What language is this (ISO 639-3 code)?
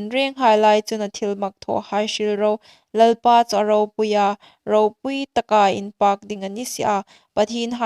hmr